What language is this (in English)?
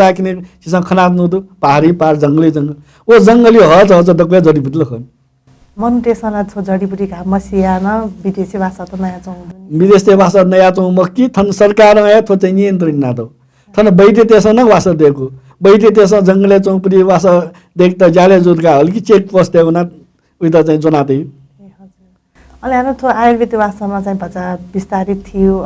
Newari